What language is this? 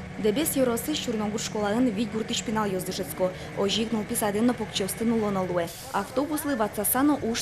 Udmurt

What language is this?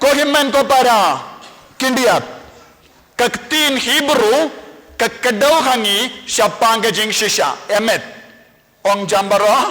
Khasi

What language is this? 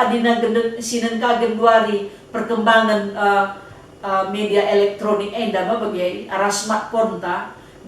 Batak Karo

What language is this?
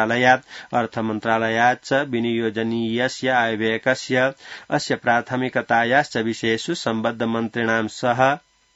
Sanskrit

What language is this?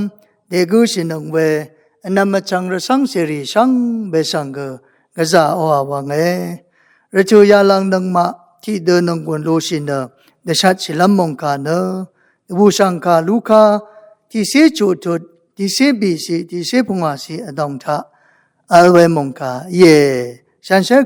Rawang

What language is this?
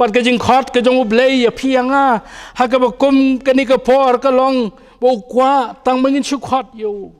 Khasi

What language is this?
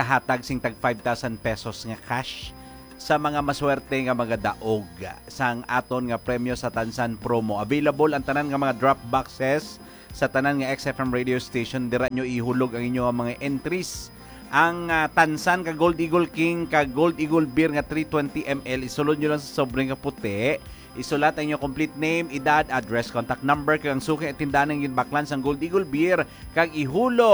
Hiligaynon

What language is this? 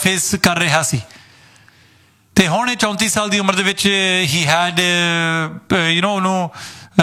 Punjabi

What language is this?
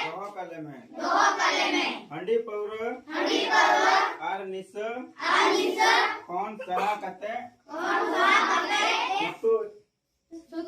Santali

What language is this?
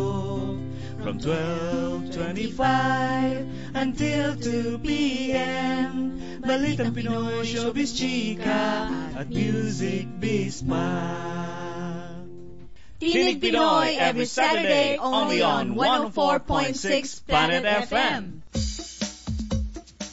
Filipino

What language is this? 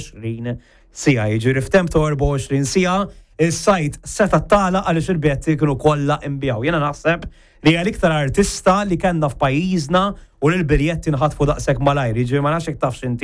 Maltese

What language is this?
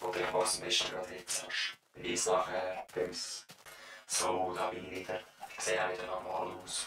Swiss German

